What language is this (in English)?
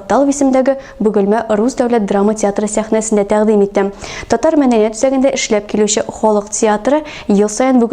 Tatar